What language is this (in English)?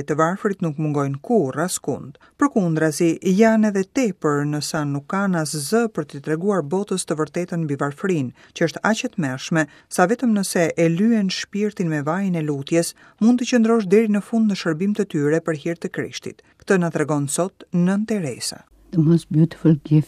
Albanian